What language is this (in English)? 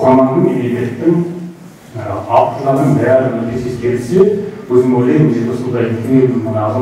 Kazakh